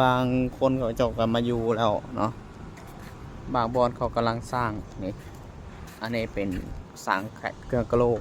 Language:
Lao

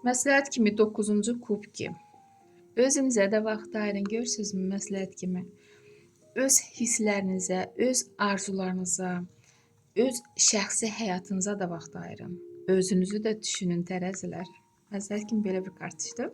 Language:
Azerbaijani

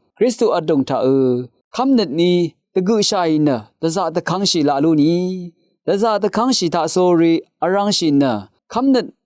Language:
Rawang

